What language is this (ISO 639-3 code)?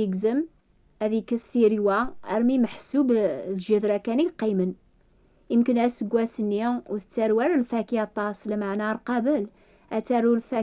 kab